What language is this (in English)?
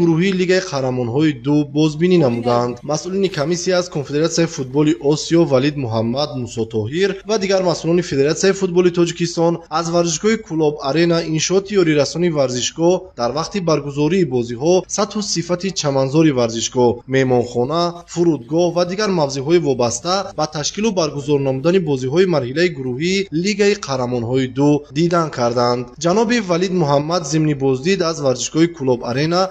Tajik